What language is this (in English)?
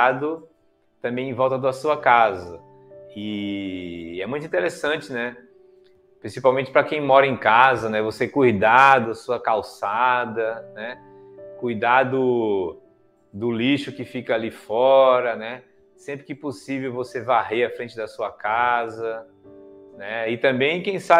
Portuguese